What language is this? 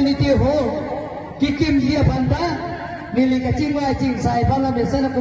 Karbi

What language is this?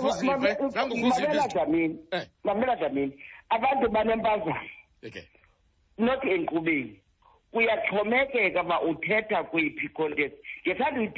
Xhosa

